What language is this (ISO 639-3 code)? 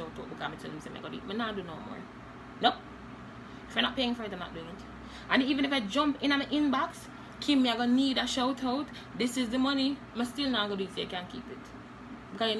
jam